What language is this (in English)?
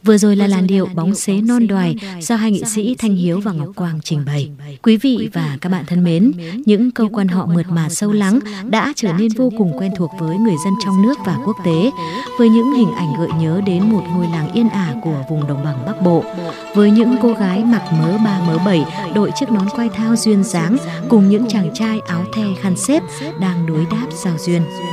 Vietnamese